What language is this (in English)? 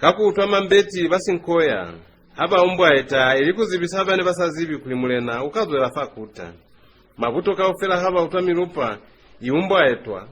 Lozi